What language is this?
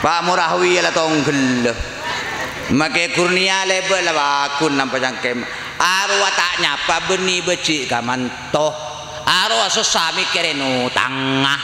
Madurese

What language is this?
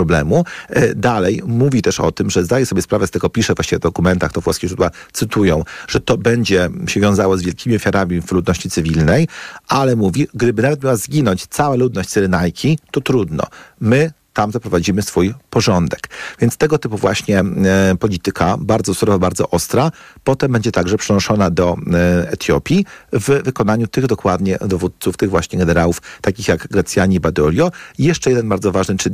Polish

